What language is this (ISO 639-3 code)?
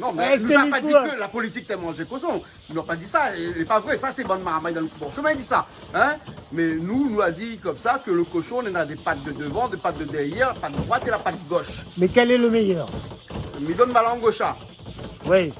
rcf